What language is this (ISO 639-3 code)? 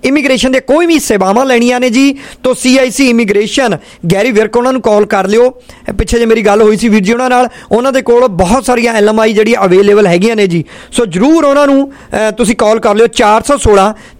pan